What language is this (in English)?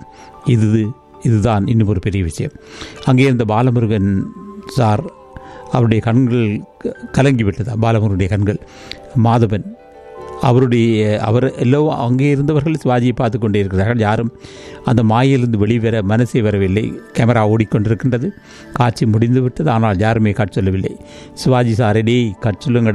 Tamil